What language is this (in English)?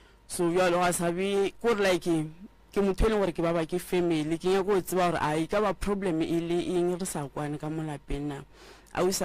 Northern Sotho